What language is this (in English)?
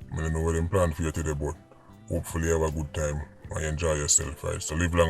Jamaican Creole English